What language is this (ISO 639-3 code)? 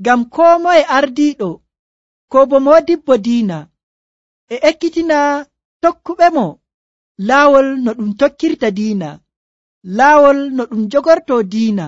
fuv